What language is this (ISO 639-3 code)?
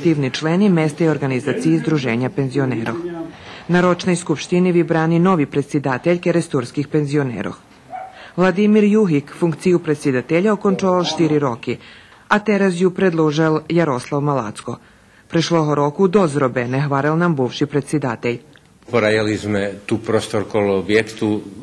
rue